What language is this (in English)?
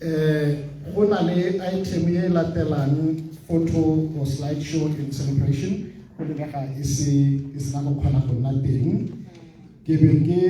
Tswana